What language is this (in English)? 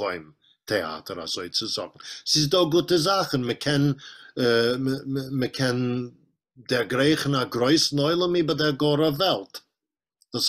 Yiddish